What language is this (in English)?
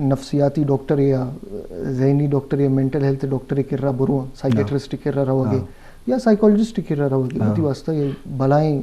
Eastern Balochi